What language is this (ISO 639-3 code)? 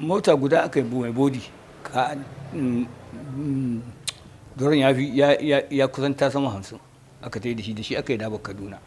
hau